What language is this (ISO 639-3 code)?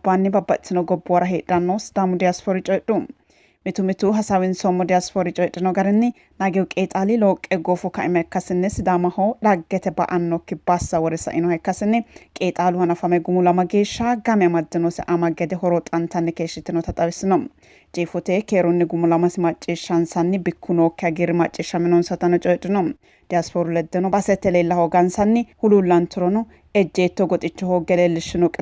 sid